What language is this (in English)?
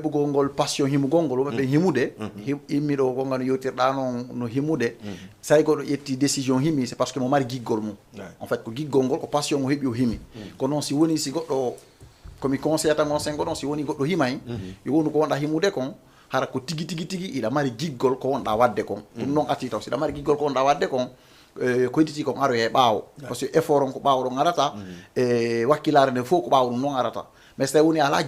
Fula